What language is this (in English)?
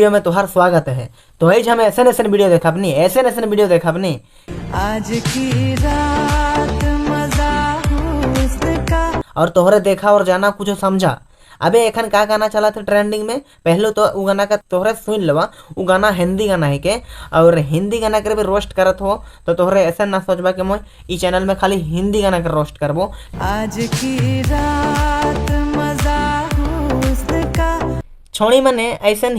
Sadri